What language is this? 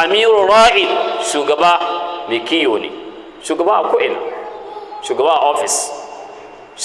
Hausa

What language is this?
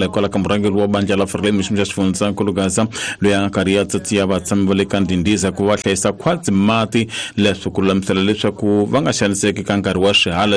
Tsonga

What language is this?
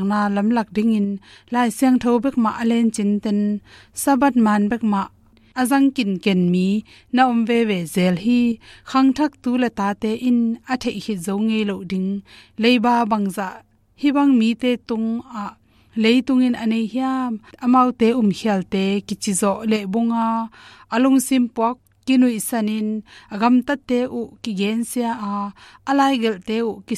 Tedim Chin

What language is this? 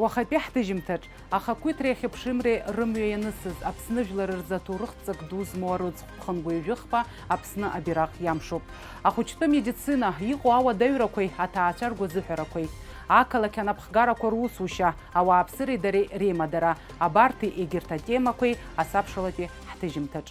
Abkhazian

